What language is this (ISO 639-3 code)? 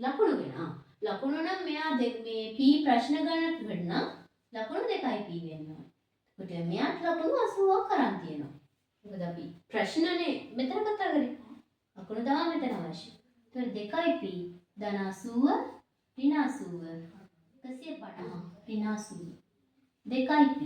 sin